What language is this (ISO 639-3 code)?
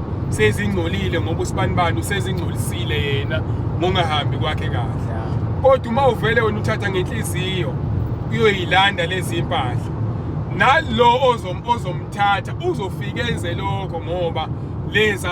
zul